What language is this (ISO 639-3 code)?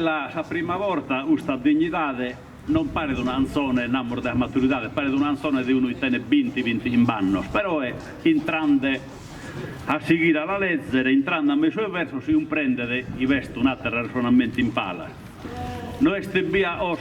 srd